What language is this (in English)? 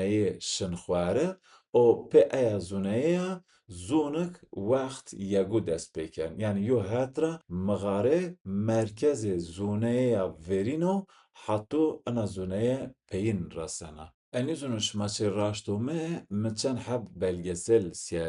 Zaza